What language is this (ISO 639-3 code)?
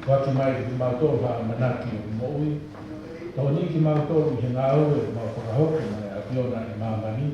ton